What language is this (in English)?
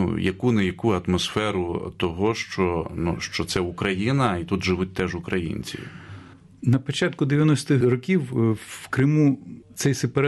Ukrainian